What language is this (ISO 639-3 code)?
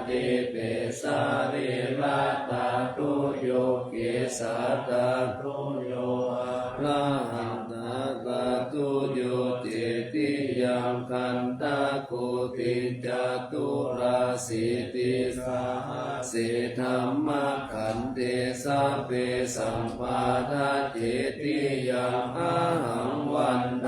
pli